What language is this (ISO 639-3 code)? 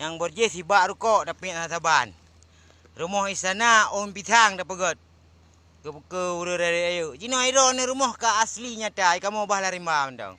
ace